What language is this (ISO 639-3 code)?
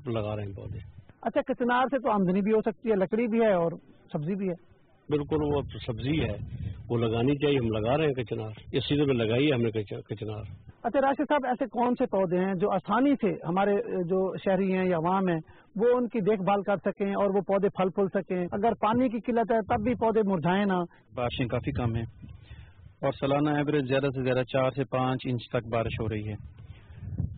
urd